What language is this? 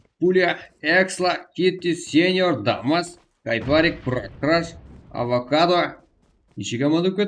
Kara-Kalpak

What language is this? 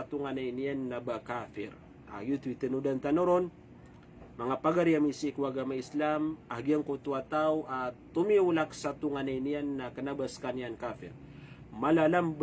Maranao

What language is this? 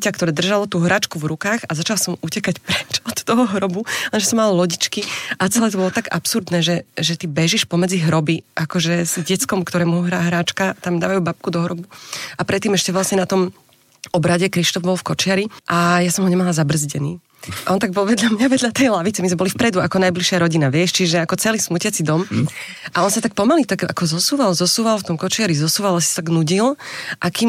Slovak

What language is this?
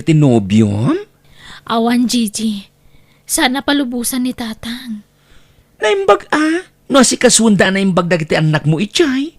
Iloko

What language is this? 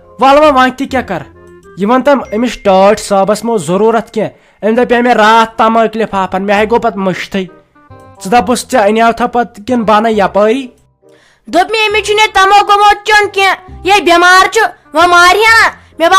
Kashmiri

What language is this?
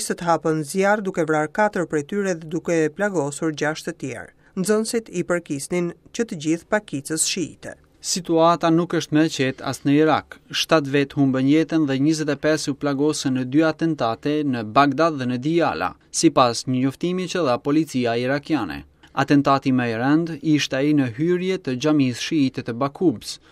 Albanian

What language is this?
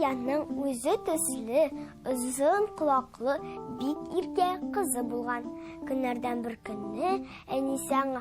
Tatar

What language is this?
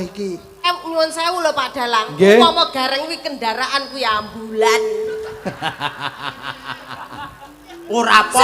Javanese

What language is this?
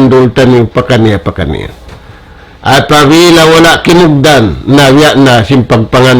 Tausug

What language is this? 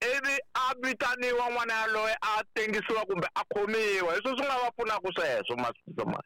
Tsonga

